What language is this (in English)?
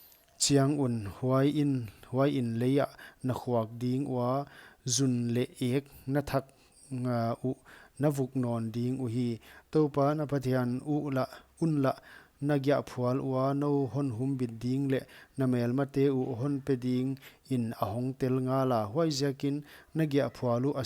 Paite Chin